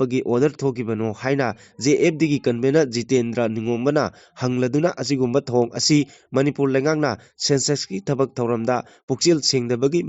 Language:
Manipuri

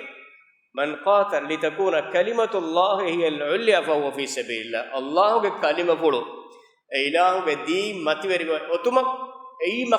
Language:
Divehi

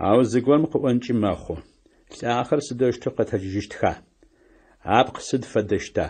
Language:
Adyghe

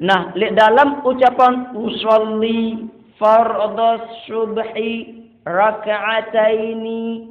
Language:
Sasak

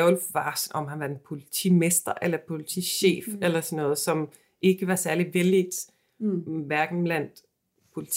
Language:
Danish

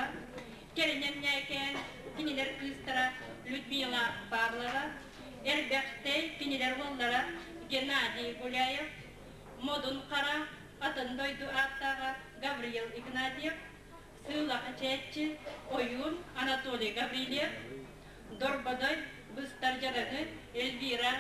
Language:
Yakut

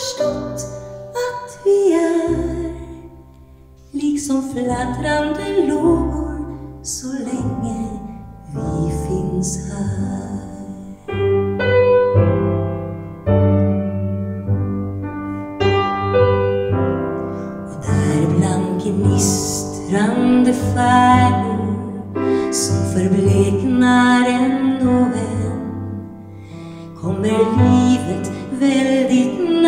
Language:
Swedish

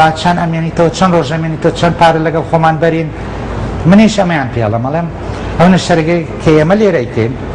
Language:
Central Kurdish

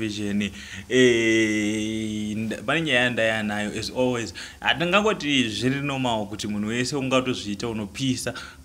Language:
Shona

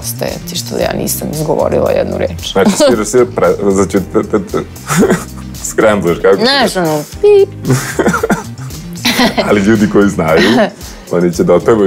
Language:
Serbian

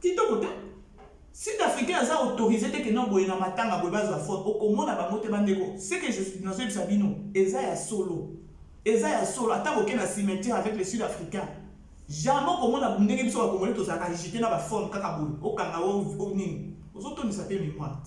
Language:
Lingala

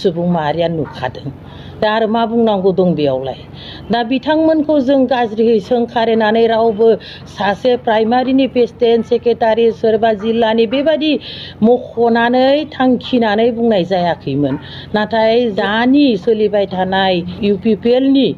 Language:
Bodo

